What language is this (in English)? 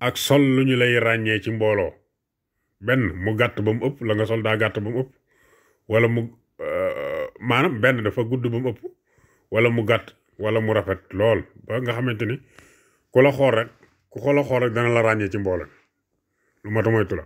Wolof